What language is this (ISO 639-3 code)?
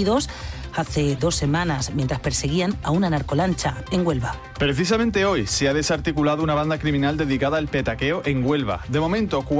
spa